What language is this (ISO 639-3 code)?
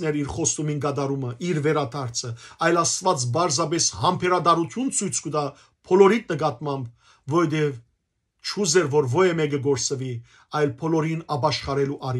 hyw